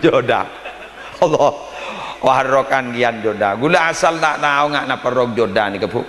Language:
Madurese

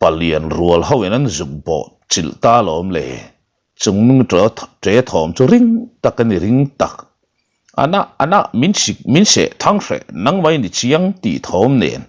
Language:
Mizo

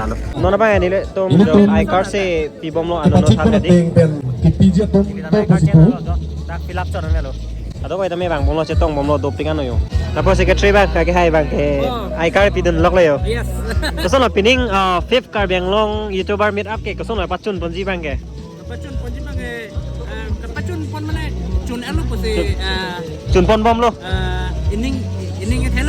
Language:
Karbi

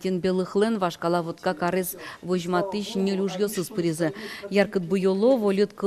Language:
Udmurt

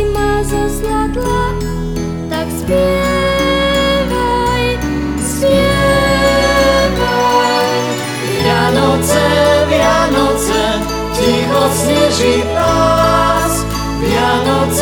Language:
Slovak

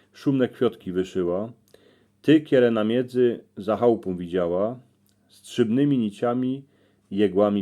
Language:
Silesian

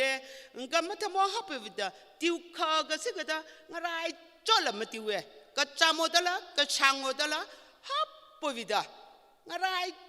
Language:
Tangkhul Naga (India)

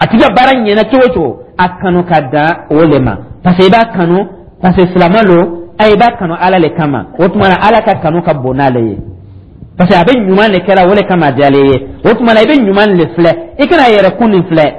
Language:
Dyula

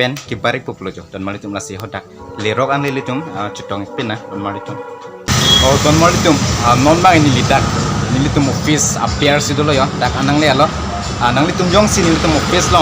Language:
Karbi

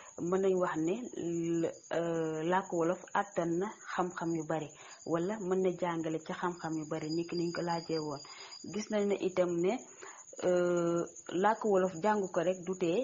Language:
Wolof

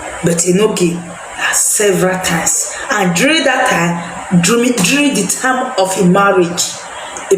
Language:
Nigerian Pidgin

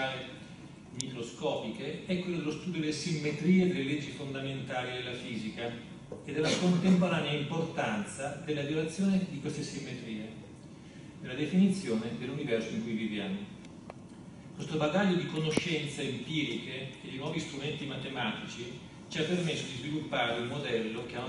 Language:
Italian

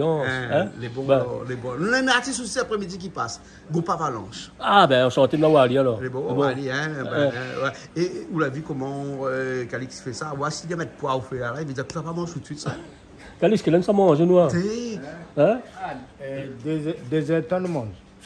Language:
Réunion Creole French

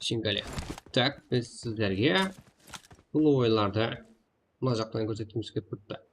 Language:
Kara-Kalpak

